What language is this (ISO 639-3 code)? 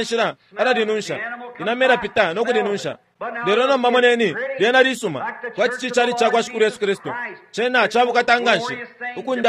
bem